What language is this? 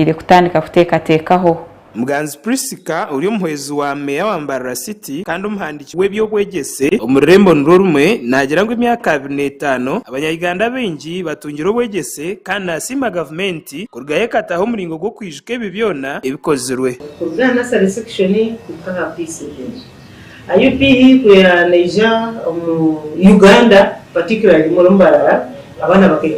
Nyankole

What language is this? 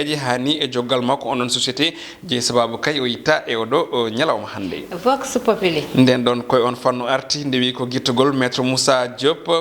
Fula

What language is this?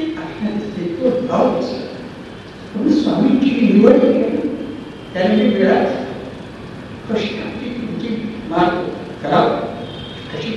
Marathi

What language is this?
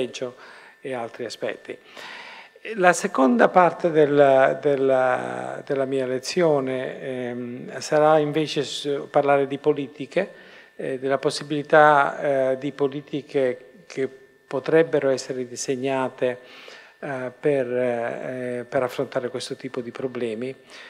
Italian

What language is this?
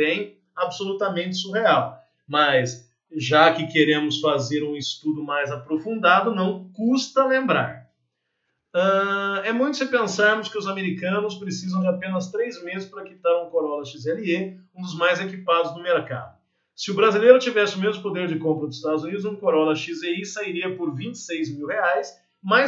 Portuguese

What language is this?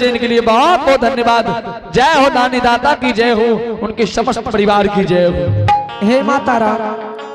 Angika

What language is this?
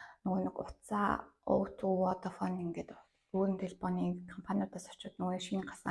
Mongolian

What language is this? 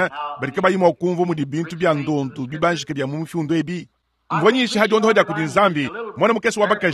Luba-Lulua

